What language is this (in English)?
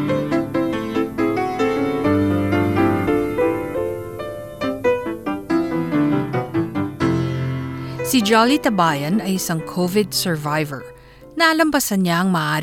Filipino